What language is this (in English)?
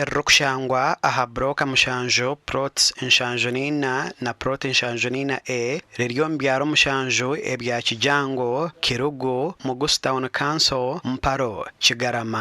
Nyankole